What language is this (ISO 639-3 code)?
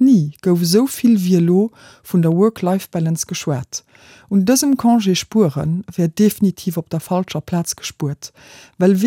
ltz